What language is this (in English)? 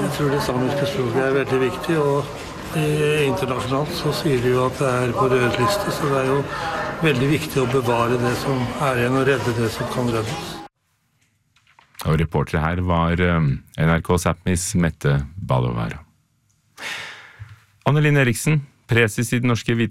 Norwegian